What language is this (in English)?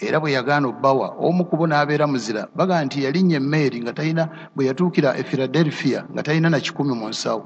Ganda